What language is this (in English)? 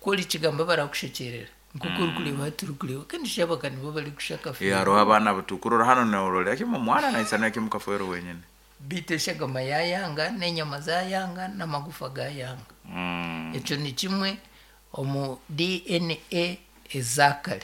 Nyankole